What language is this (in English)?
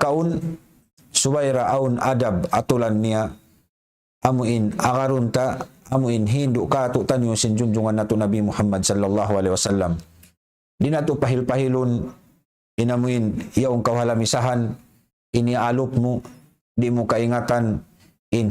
Tausug